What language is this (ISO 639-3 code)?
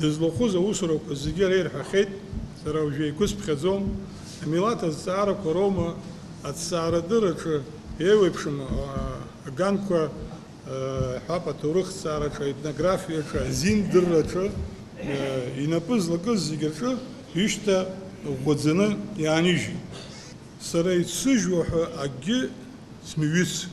abk